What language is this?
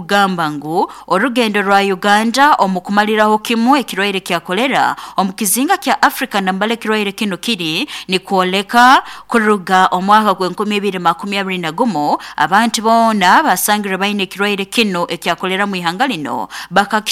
Nyoro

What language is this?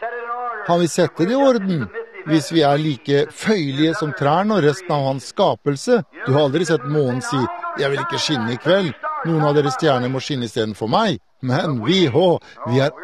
Norwegian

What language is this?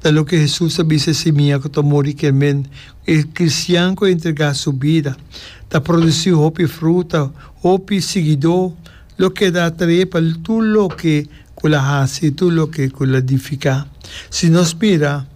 Papiamento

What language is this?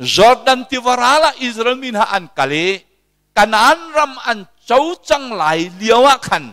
Hakha Chin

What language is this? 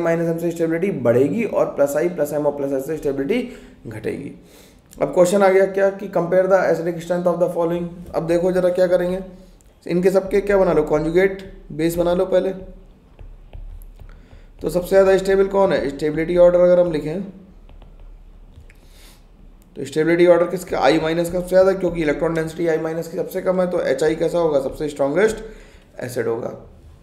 Hindi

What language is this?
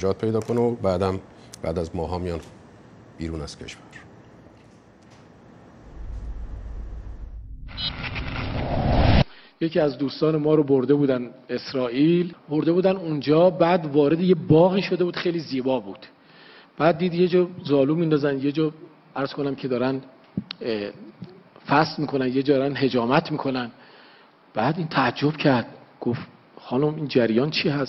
Persian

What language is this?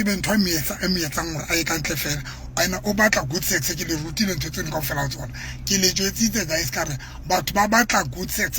Southern Sotho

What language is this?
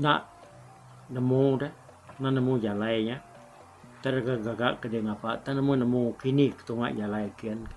Iban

